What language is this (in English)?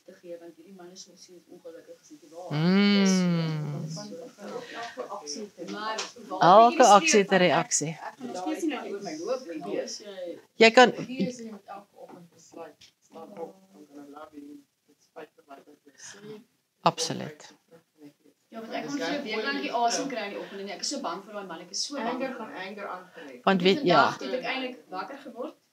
Afrikaans